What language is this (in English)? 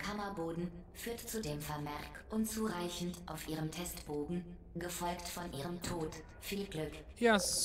German